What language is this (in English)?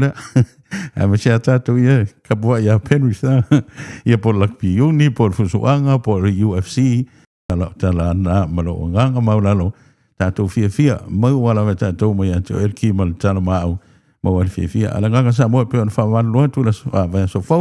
Samoan